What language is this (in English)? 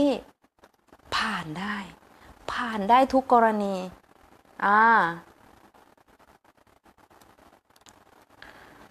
Thai